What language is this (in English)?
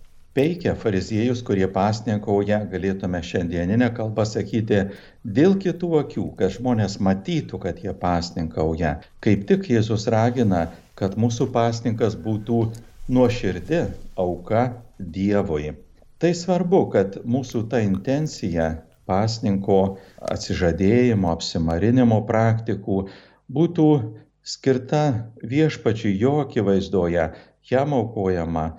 Lithuanian